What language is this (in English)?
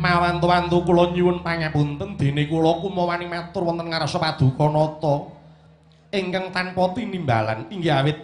Javanese